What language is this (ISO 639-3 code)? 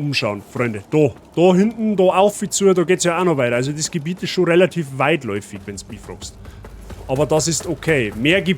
bar